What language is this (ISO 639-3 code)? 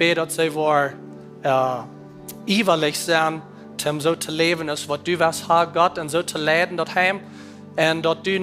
pdt